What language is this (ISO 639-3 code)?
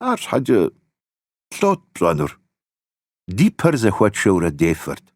kbd